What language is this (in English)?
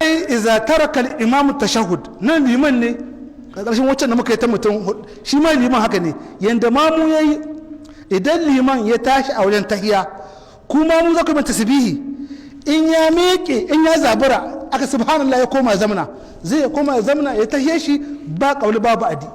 Hausa